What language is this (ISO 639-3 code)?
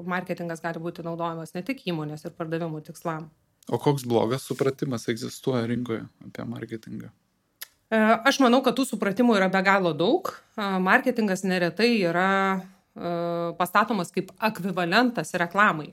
lit